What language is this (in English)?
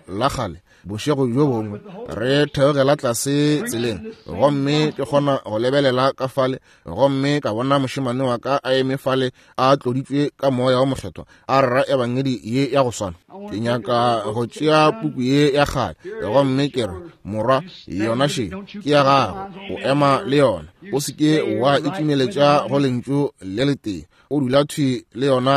Northern Sotho